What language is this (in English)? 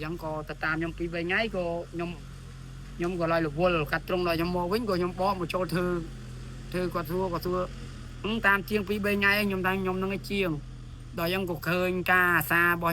Khmer